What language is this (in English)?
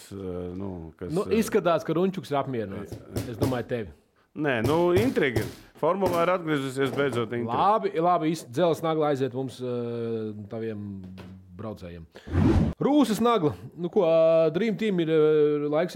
Latvian